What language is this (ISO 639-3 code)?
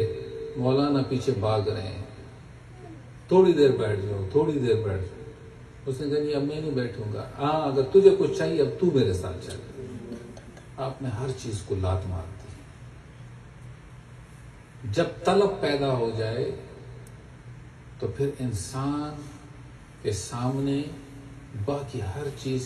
urd